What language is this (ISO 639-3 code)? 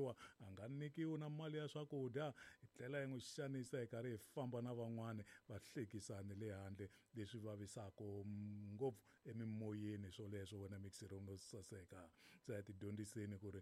tso